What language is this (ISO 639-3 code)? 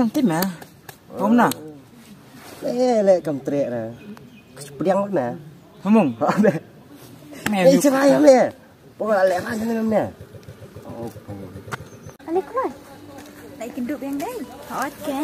kha